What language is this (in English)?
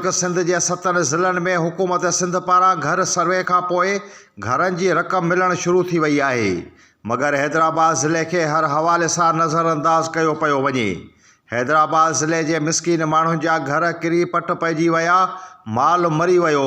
Sindhi